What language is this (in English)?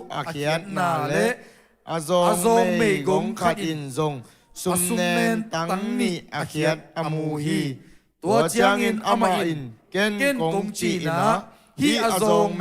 Tedim Chin